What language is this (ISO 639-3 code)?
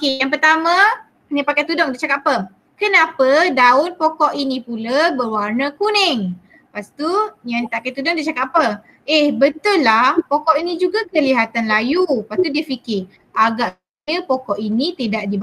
msa